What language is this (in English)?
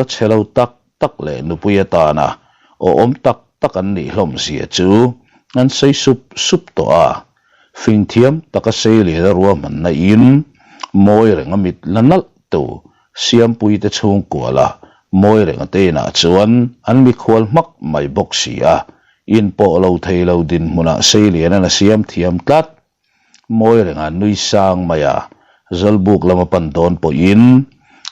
Mizo